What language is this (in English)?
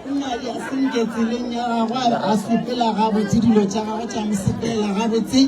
Northern Sotho